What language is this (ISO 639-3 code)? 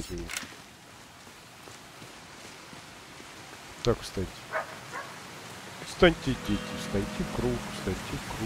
rus